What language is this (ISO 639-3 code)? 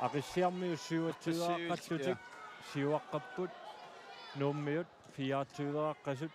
kal